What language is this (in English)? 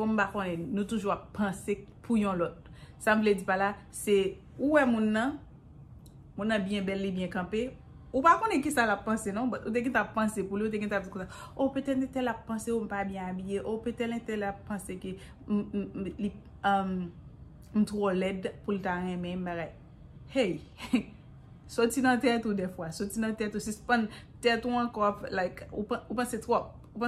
Haitian Creole